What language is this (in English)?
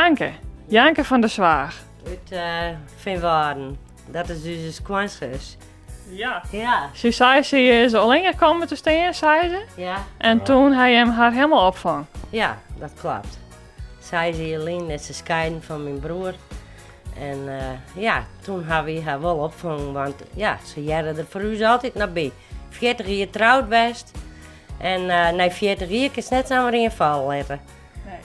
Western Frisian